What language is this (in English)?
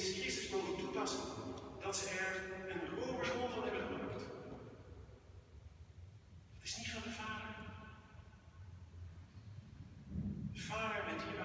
Dutch